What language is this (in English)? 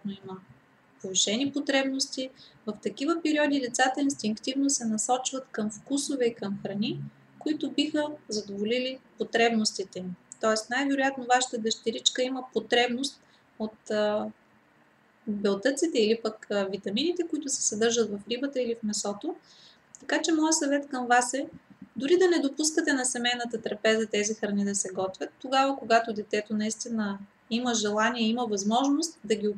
Bulgarian